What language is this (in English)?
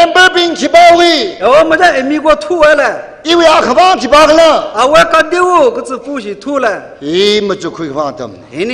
Tangkhul Naga (India)